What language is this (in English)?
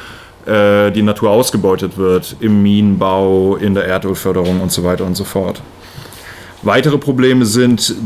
German